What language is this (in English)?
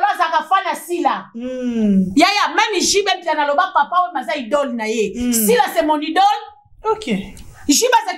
Lingala